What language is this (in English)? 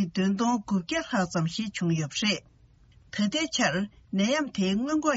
Tibetan